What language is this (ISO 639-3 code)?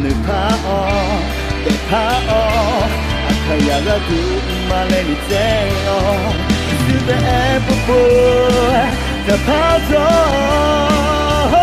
ahk